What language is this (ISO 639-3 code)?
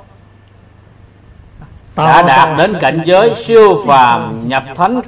vie